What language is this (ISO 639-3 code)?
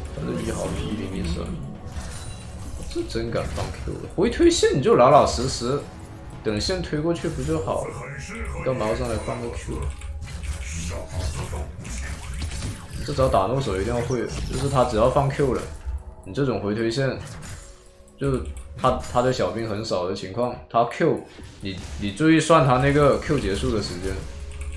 zho